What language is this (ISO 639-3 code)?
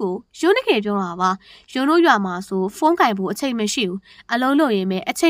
mya